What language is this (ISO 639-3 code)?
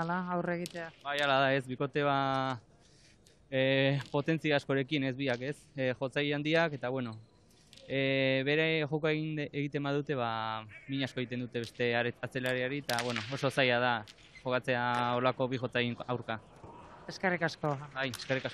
eus